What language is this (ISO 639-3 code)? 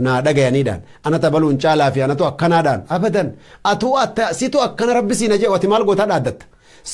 orm